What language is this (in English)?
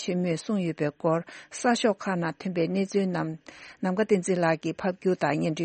Tibetan